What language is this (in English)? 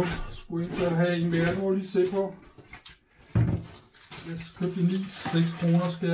Danish